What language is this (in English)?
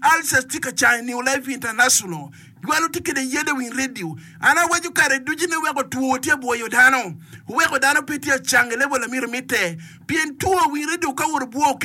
Acoli